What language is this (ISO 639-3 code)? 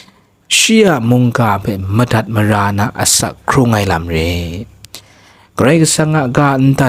kac